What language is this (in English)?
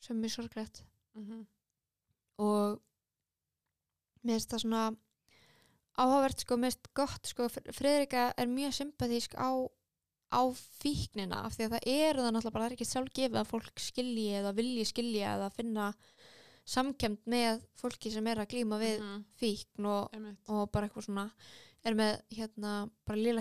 Icelandic